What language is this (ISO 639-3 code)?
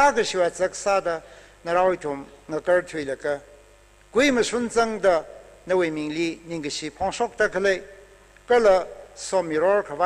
nmf